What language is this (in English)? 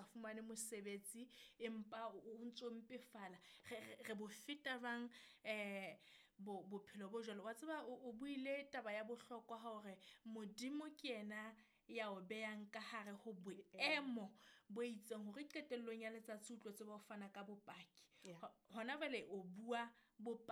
Southern Sotho